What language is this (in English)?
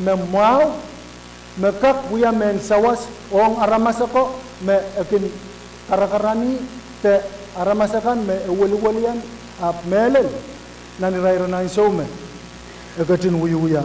Pohnpeian